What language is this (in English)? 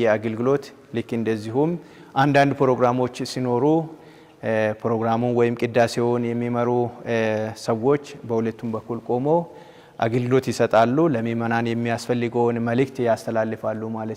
Amharic